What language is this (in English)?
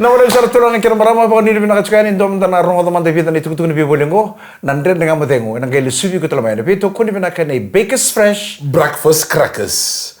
Fijian